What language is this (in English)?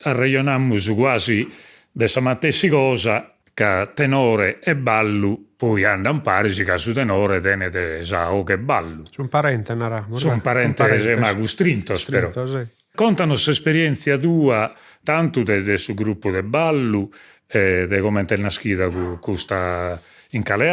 Sardinian